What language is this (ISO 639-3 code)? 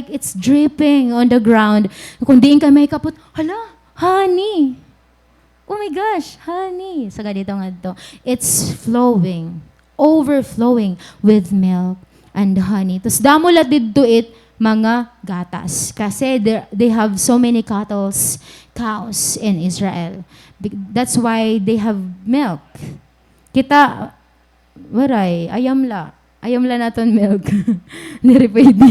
war